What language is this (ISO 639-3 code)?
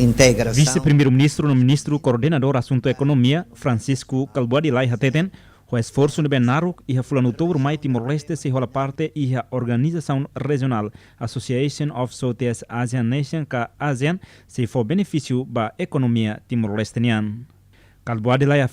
tet